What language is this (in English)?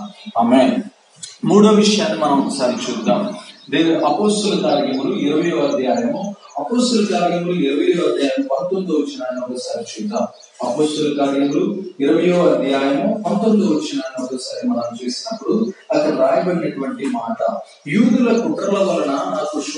Telugu